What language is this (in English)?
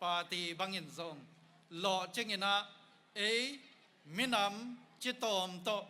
Tedim Chin